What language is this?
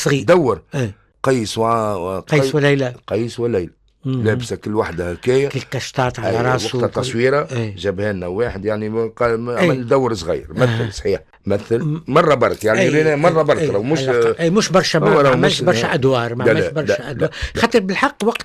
Tunisian Arabic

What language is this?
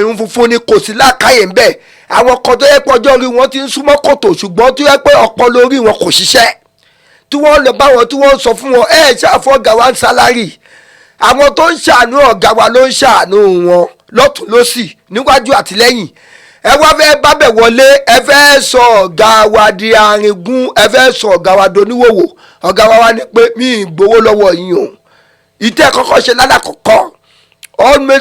Yoruba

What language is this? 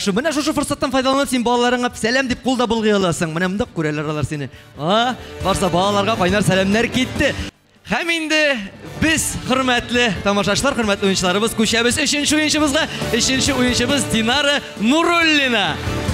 Tatar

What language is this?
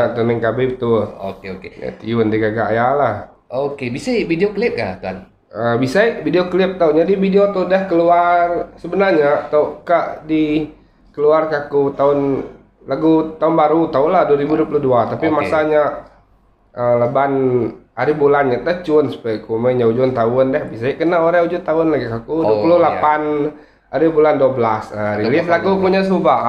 Iban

